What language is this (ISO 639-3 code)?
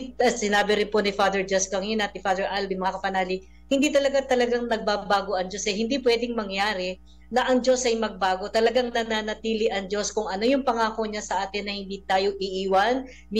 fil